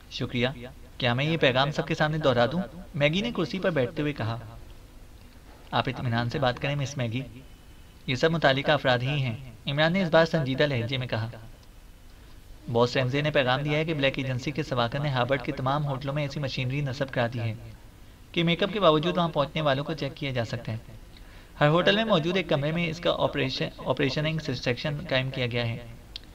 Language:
Urdu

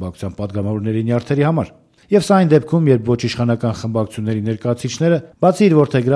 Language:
Armenian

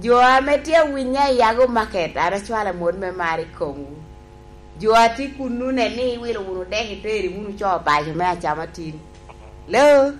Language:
Lango (Uganda)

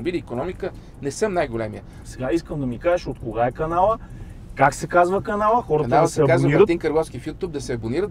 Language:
Bulgarian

